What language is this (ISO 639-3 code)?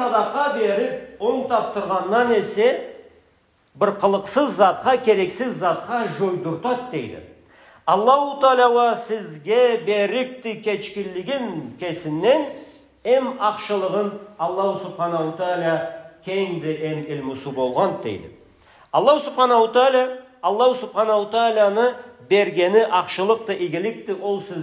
krc